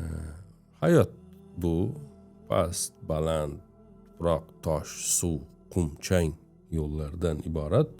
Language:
Uzbek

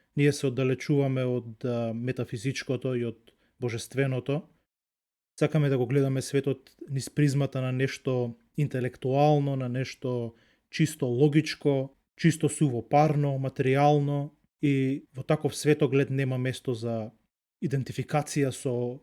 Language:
Macedonian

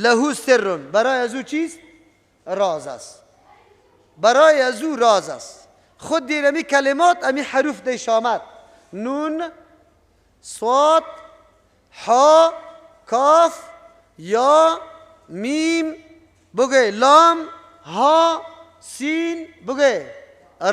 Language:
Persian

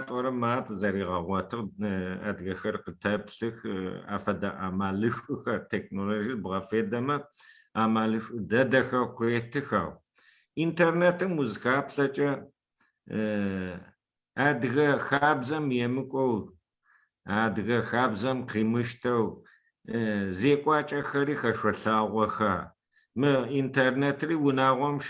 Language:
Adyghe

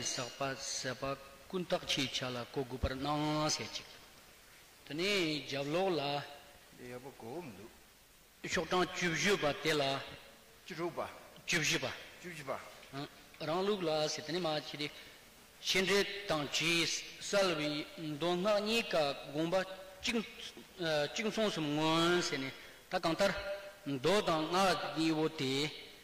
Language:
Tibetan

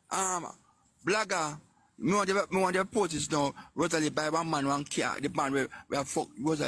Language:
Jamaican Creole English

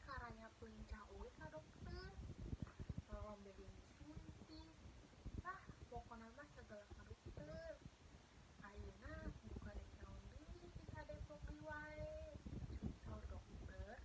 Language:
Sundanese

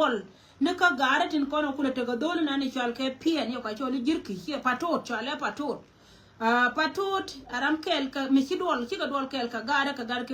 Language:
Nuer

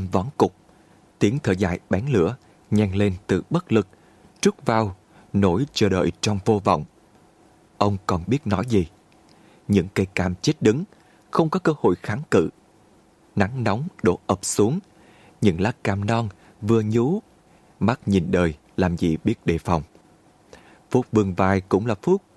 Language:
Vietnamese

